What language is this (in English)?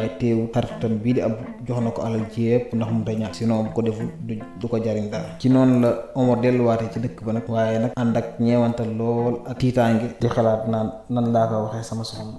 Wolof